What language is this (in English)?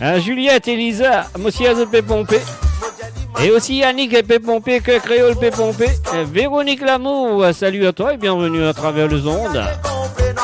Morisyen